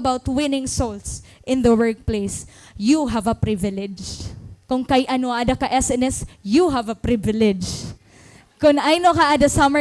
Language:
Waray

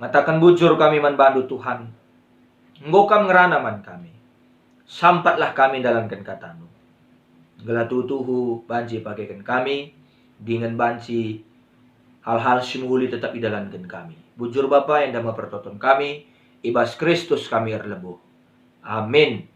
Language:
Batak Karo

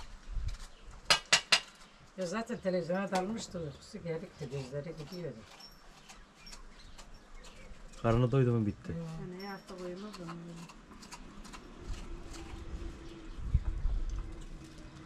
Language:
Turkish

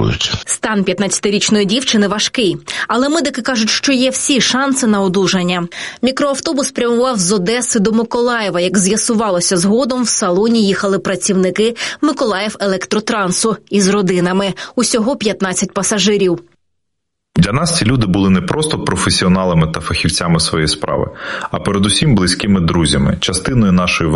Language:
Ukrainian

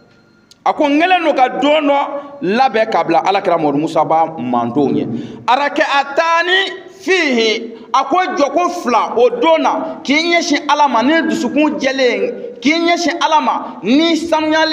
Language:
Bambara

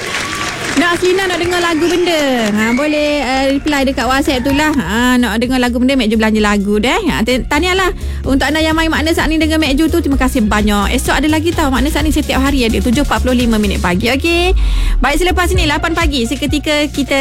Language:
Malay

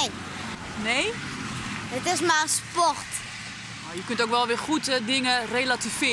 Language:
Western Frisian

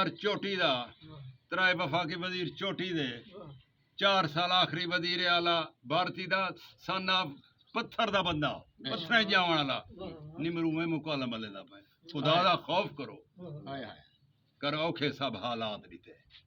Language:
Saraiki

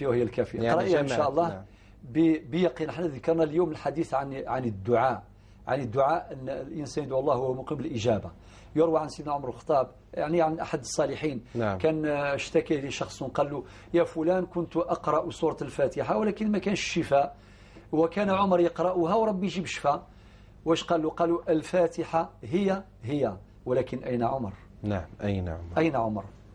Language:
Algerian Arabic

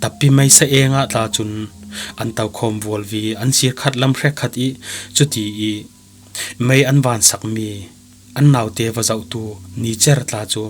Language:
Falam Chin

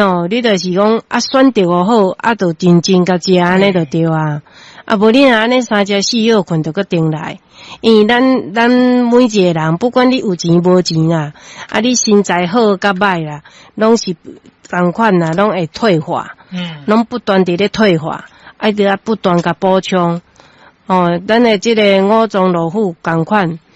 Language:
Min Nan Chinese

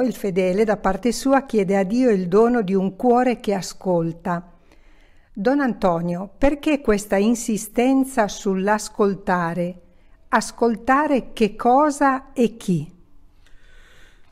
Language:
Italian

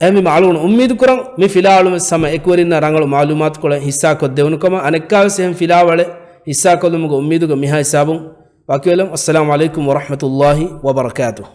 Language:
Divehi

